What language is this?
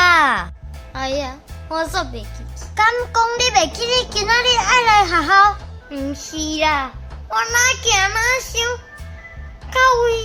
Min Nan Chinese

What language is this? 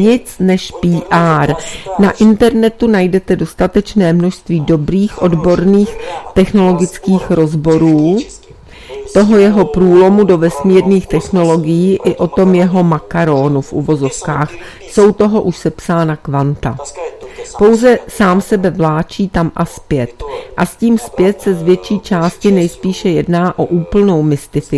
Czech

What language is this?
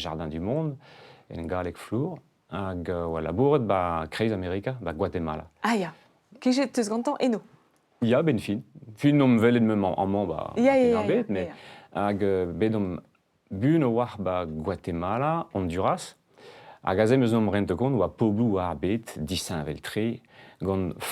Breton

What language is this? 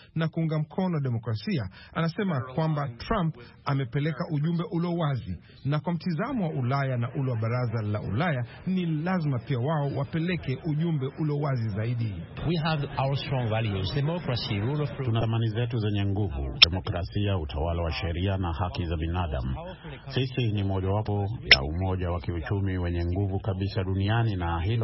Swahili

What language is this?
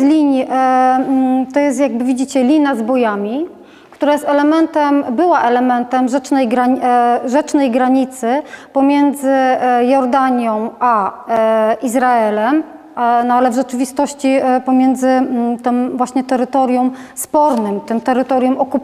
Polish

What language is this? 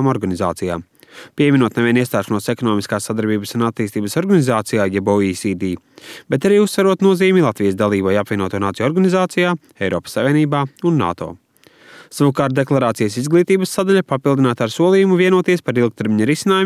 Latvian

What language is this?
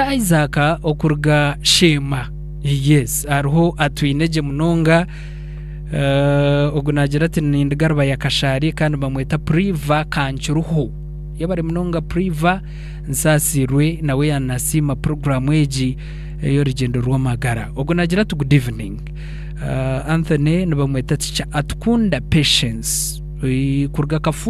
Nyankole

